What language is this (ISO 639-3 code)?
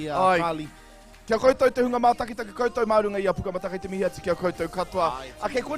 mri